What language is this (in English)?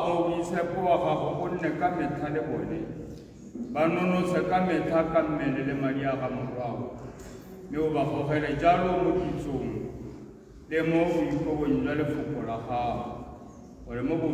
Tswana